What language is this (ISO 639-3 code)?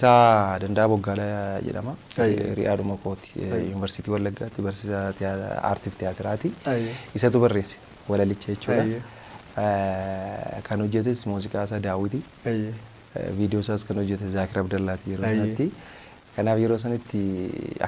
orm